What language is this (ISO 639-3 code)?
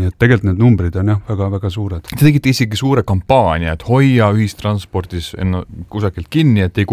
est